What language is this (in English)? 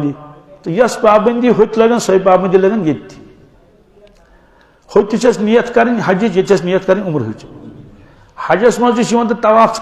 Kashmiri